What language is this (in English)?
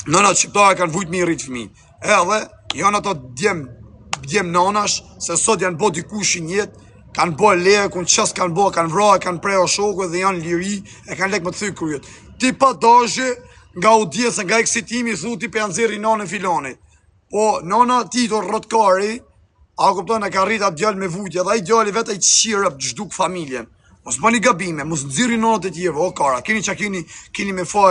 Albanian